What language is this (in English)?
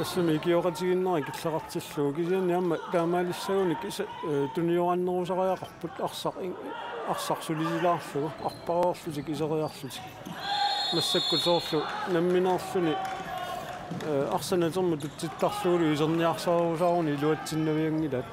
Kalaallisut